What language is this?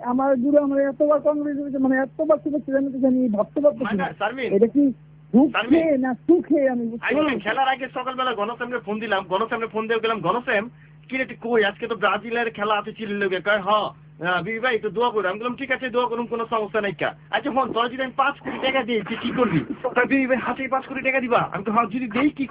Bangla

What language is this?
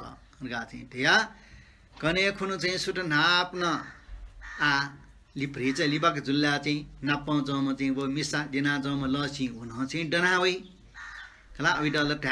Newari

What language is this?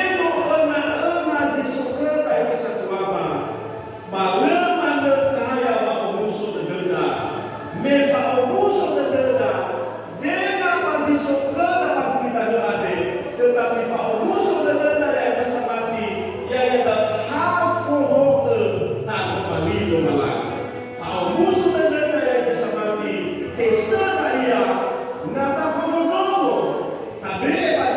Nias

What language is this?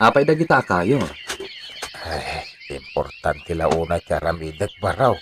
Iloko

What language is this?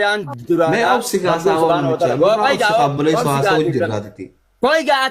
Oromo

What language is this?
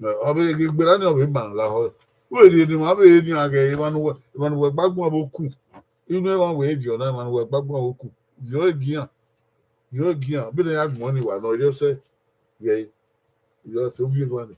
Bini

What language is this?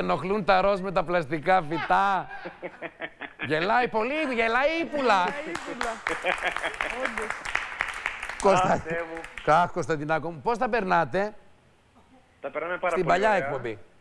Greek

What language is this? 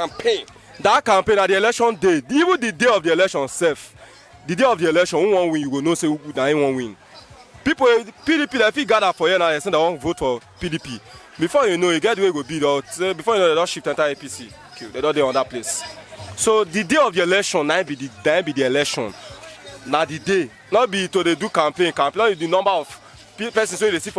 Nigerian Pidgin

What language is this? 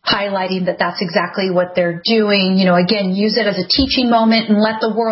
English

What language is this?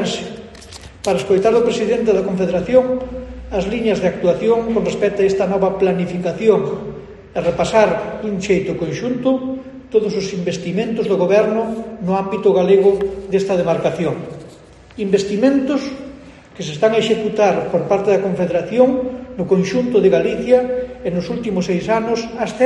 Galician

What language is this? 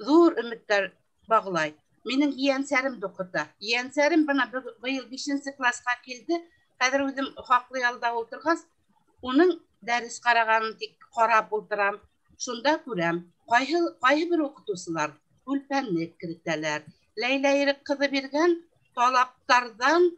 Bashkir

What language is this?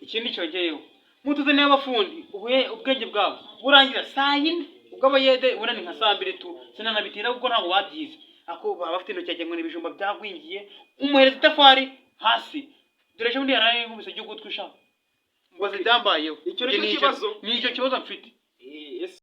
Kinyarwanda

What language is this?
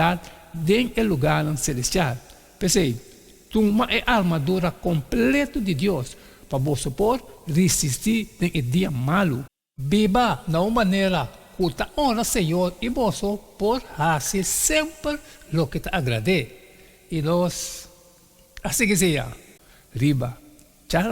Papiamento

